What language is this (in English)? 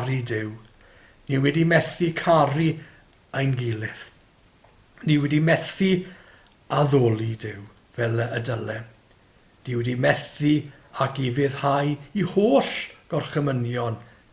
Welsh